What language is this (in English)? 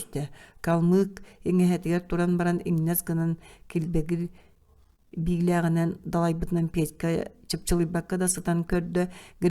Yakut